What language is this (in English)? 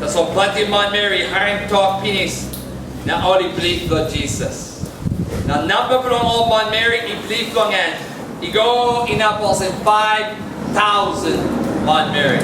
Tok Pisin